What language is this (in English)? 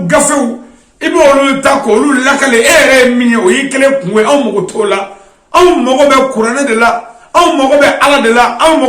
Bambara